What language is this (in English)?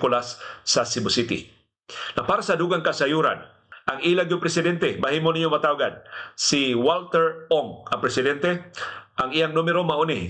Cebuano